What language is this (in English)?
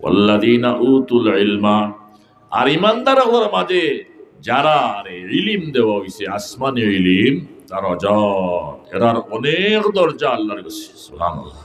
Sylheti